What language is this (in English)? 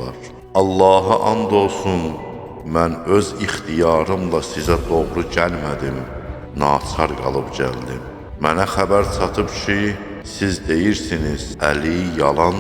Azerbaijani